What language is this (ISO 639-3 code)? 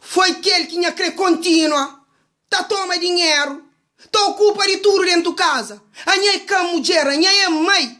kea